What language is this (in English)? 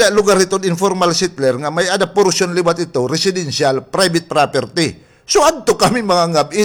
Waray